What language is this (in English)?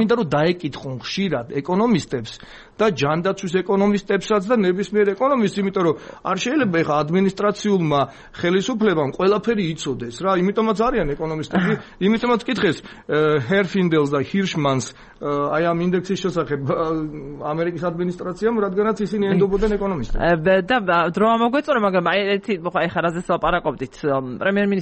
Georgian